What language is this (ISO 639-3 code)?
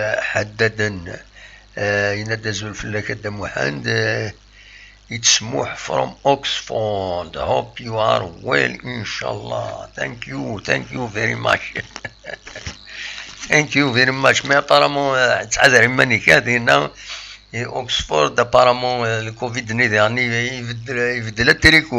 kab